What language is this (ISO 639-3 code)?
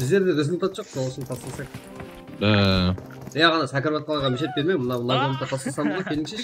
kaa